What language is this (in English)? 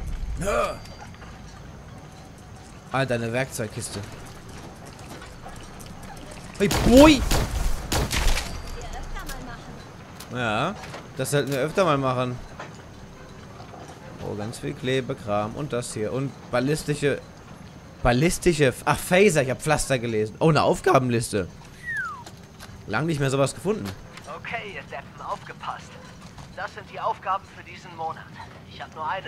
German